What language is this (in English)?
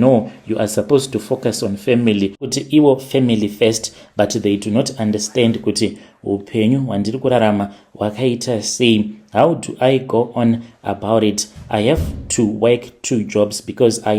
Shona